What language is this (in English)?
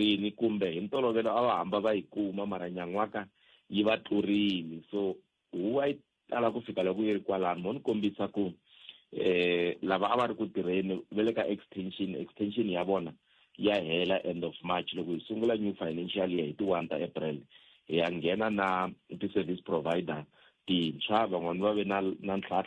Tsonga